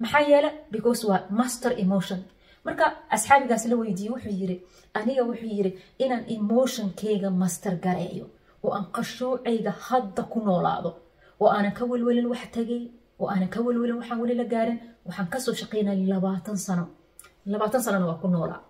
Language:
Somali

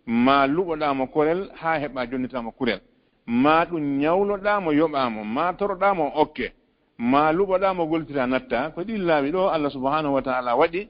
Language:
Fula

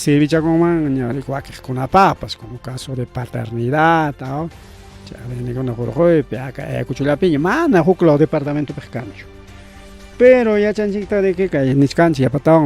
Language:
Ayacucho Quechua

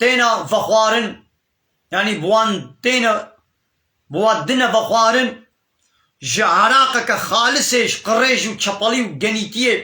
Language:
Kurdish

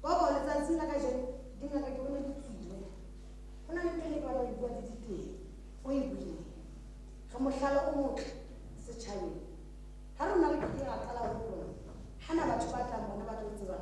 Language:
Southern Sotho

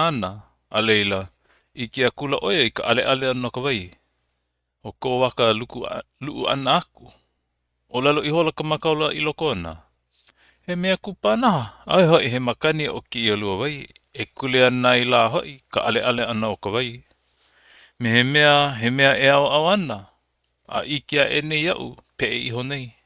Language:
Hawaiian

